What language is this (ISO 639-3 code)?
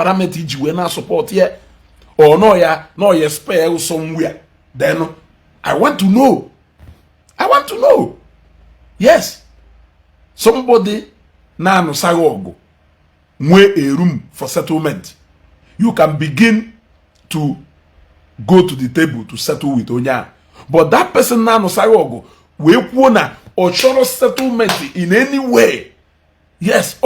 ibo